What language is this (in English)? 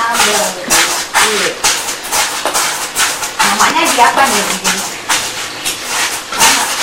Indonesian